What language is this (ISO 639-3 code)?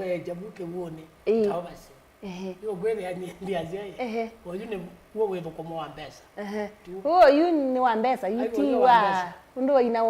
kam